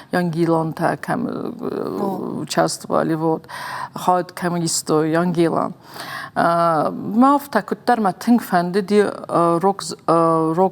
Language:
Ossetic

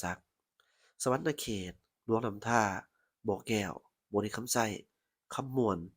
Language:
Lao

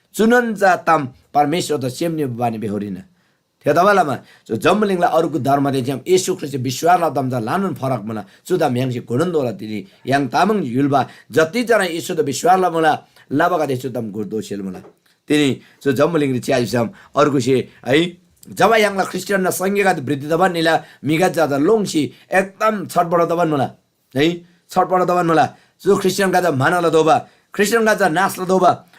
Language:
Eastern Tamang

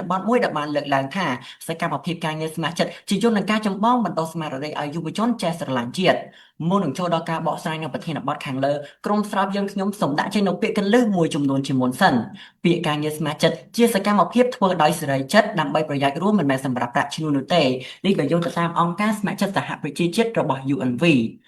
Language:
Khmer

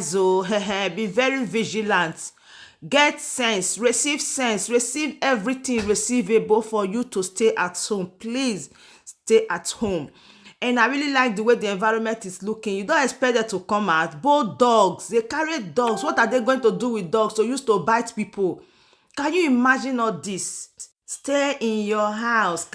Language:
Nigerian Pidgin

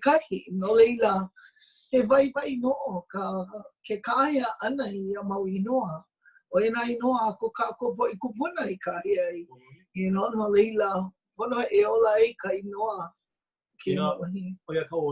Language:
Hawaiian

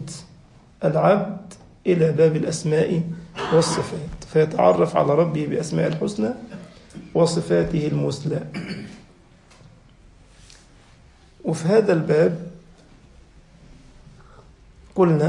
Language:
Arabic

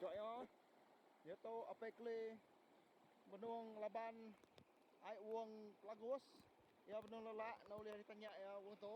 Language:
Iban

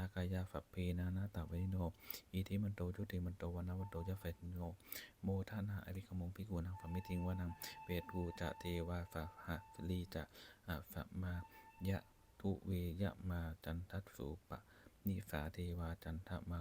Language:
Pali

